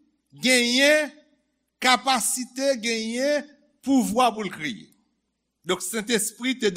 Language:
Haitian Creole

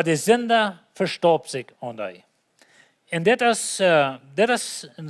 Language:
Plautdietsch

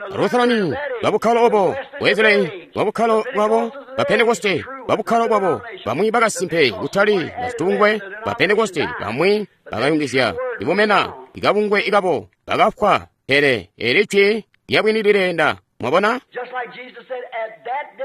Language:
Tonga (Zambia)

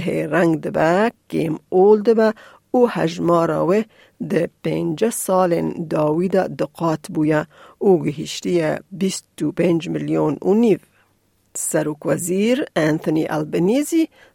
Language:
Kurdish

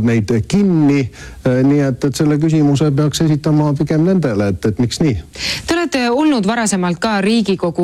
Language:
Estonian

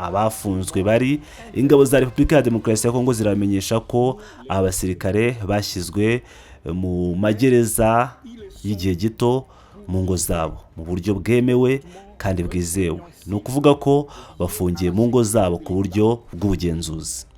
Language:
Kinyarwanda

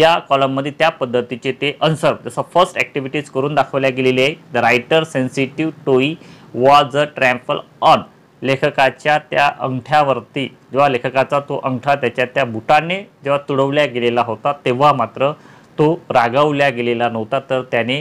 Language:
Marathi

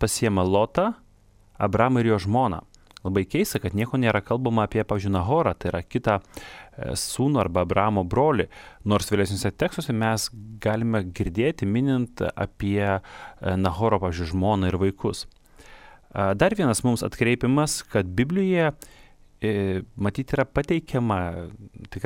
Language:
Lithuanian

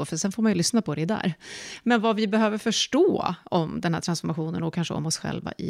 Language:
Swedish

